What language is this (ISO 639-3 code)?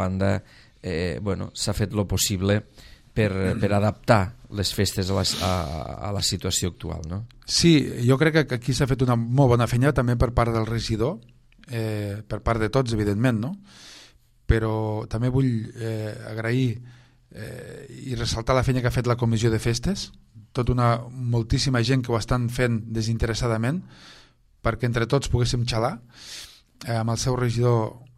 cat